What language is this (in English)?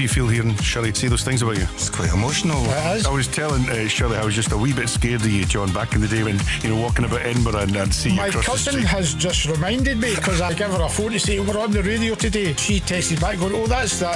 English